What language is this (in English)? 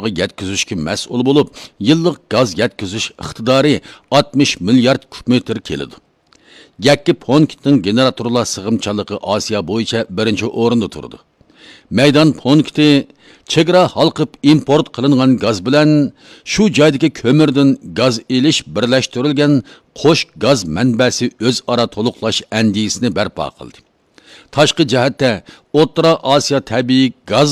Uyghur